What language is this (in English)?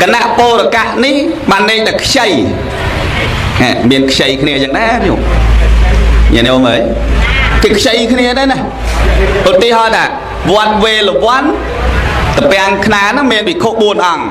Khmer